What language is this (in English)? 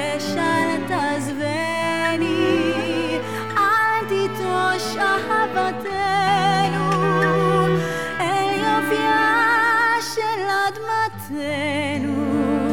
Hebrew